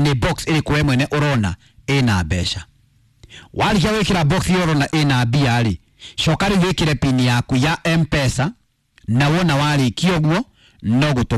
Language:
Kikuyu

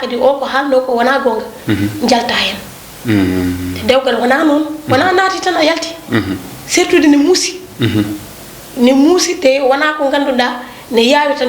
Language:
Fula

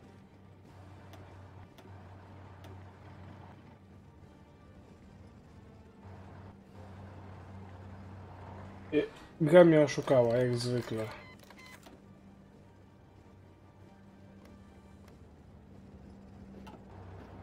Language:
Polish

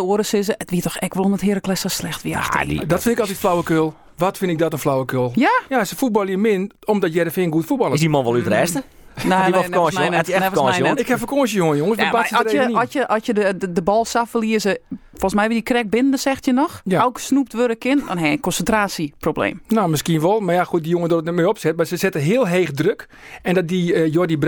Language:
Western Frisian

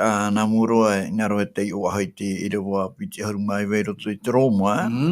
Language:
Tahitian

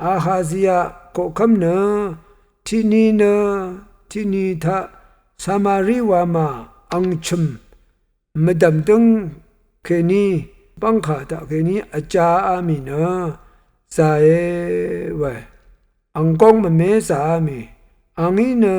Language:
Rawang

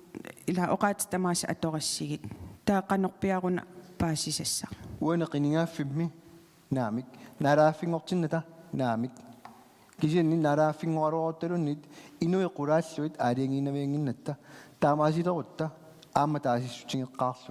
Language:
Kalaallisut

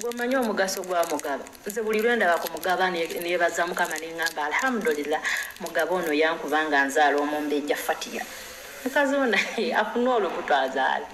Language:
Ganda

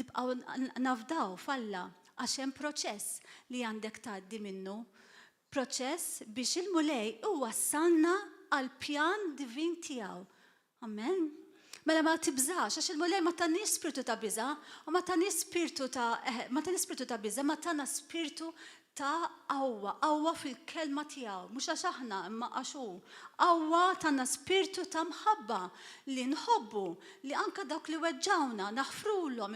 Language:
Maltese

